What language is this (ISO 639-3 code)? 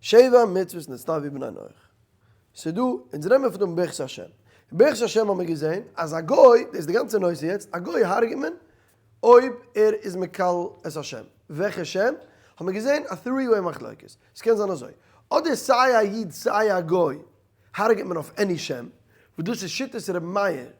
yid